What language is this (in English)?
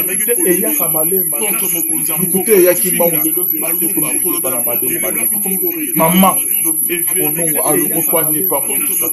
Lingala